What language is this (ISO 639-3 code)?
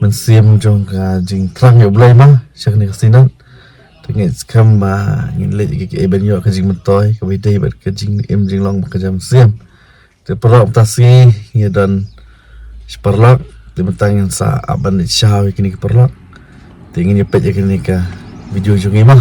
kha